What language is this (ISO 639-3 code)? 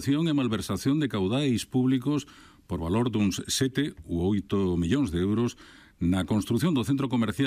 glg